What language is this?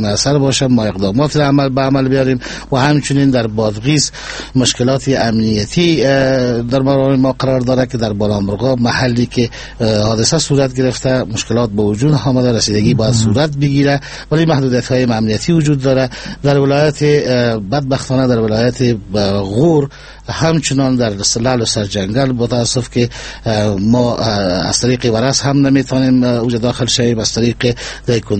Persian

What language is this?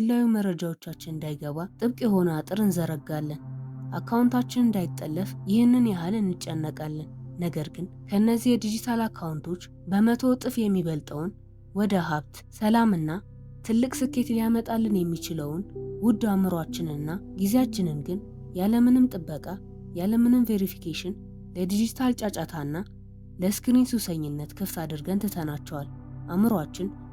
Amharic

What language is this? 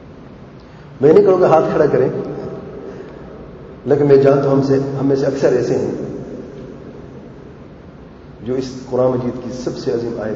Urdu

